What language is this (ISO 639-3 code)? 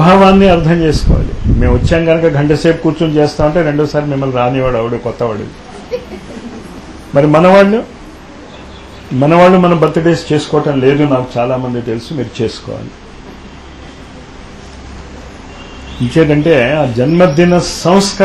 tel